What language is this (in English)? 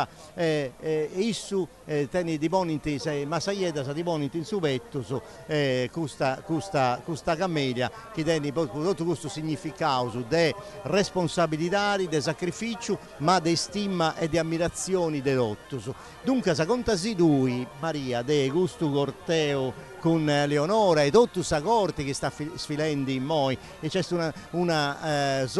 Sardinian